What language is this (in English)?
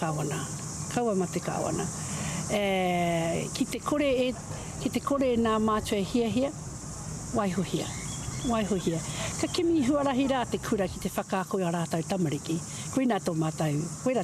Māori